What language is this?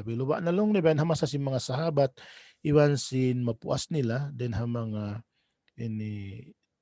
Tausug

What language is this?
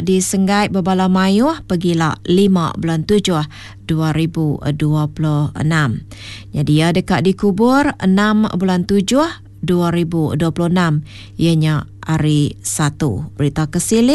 Iban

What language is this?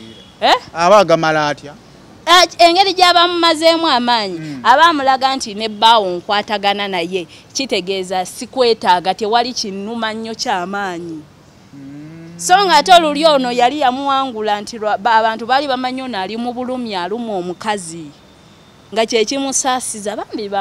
Ganda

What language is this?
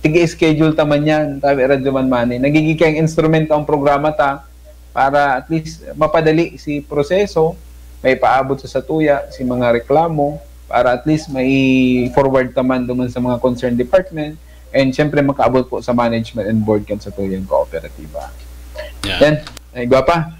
Bikol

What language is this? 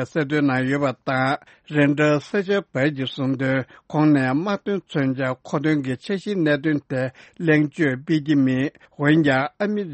Tibetan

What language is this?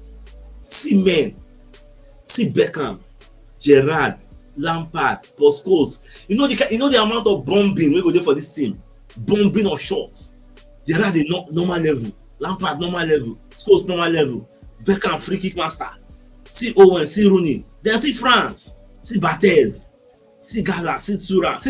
Nigerian Pidgin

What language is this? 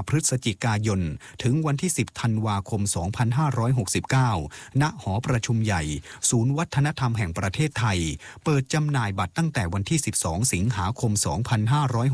Thai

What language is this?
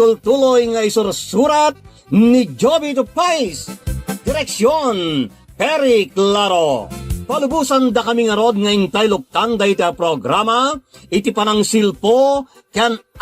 Iloko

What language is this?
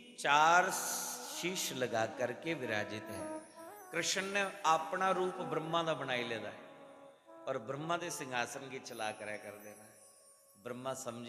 Dogri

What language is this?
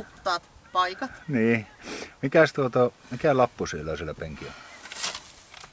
Finnish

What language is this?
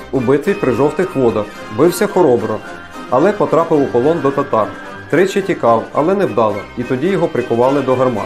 Ukrainian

